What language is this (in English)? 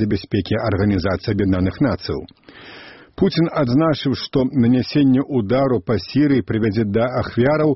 Belarusian